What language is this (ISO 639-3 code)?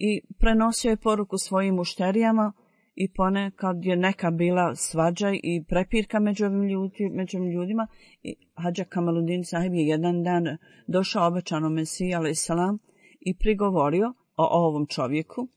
bos